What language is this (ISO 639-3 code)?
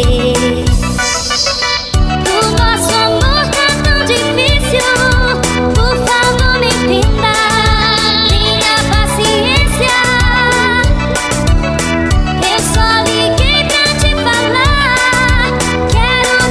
por